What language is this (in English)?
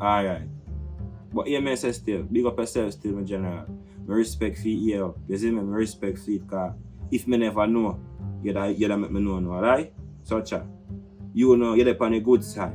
Jamaican Creole English